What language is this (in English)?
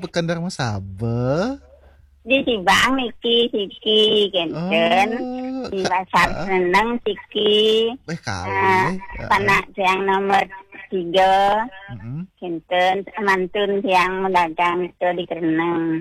Balinese